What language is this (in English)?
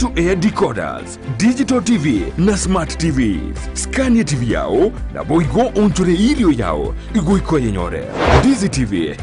Gusii